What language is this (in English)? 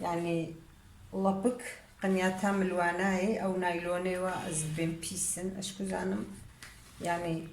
Kurdish